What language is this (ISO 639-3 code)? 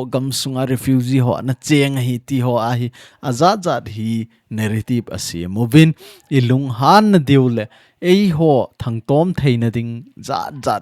tcz